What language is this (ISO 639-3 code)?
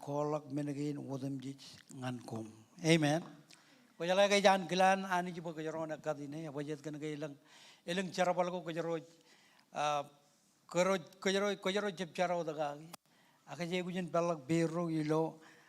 mah